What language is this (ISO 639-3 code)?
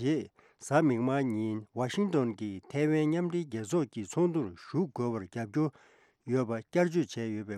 bod